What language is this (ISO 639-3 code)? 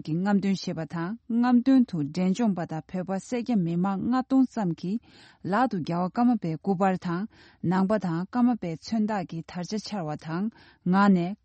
bod